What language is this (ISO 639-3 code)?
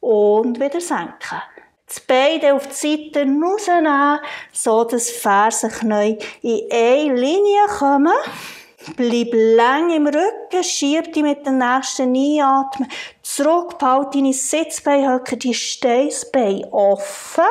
gsw